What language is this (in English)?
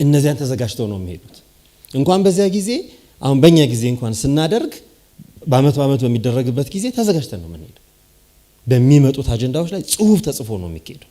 Amharic